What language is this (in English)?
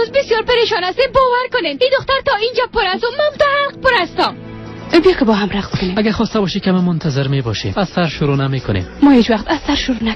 Persian